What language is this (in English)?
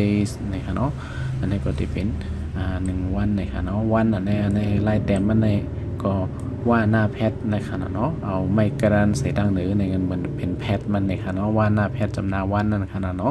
Shan